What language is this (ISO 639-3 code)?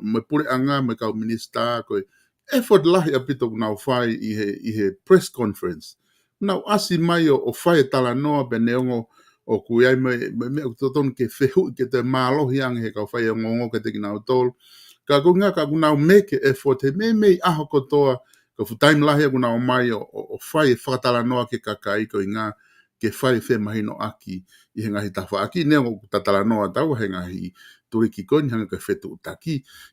ton